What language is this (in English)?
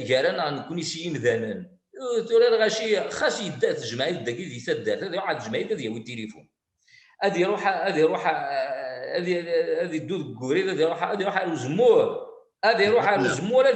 Kabyle